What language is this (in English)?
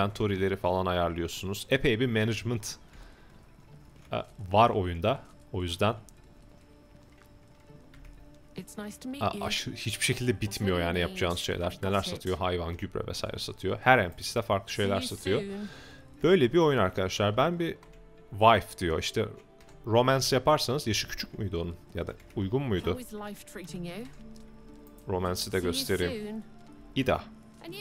Turkish